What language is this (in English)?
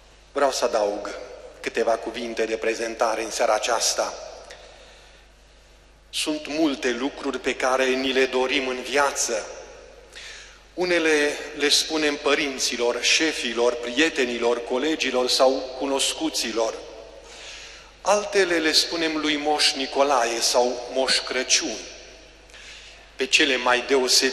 Romanian